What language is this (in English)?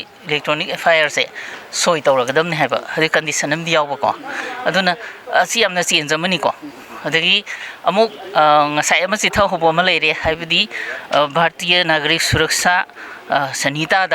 Manipuri